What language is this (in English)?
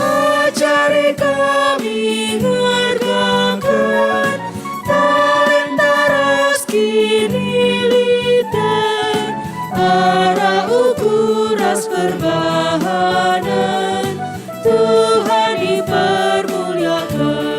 Batak Karo